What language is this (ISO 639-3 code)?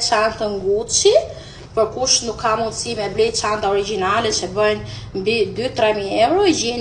sqi